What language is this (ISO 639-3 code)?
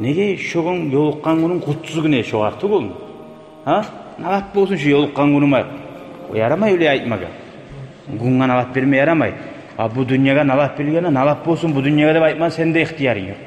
kum